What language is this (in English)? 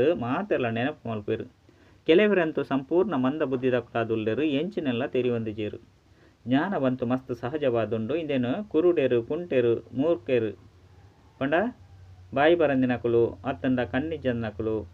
Tulu